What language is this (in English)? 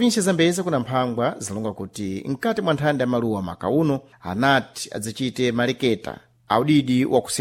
Sena